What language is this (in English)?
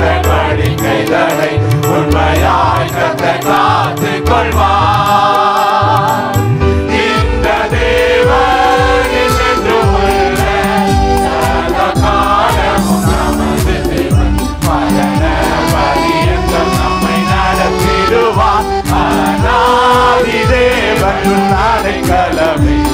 Tamil